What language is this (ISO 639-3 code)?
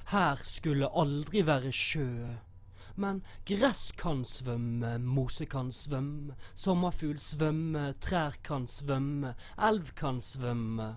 nor